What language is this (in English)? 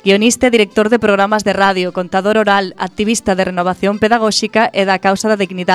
Galician